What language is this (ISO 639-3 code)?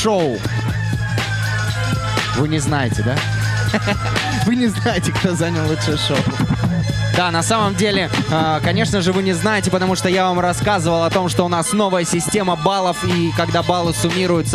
rus